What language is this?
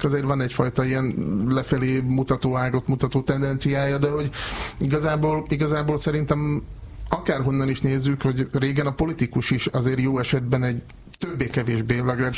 Hungarian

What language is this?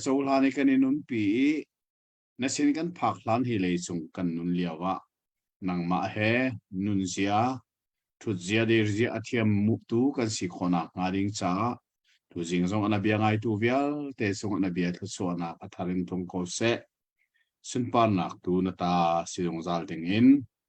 Hakha Chin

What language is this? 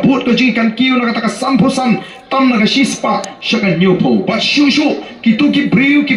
Khasi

